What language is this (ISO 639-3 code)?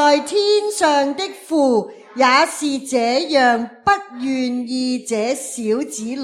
yue